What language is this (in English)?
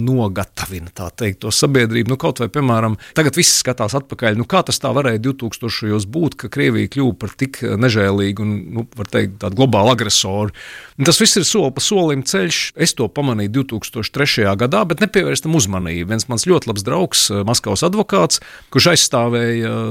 Latvian